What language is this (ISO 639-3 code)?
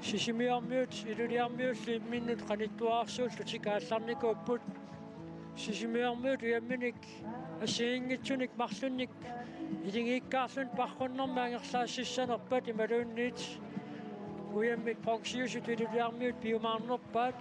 kal